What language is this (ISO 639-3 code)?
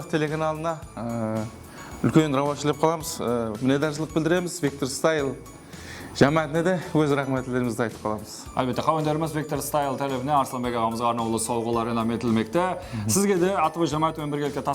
kaa